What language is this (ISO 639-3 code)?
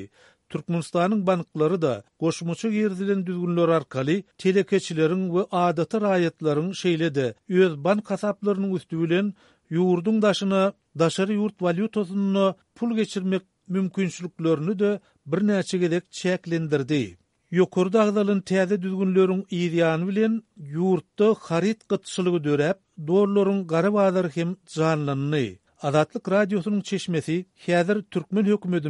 tuk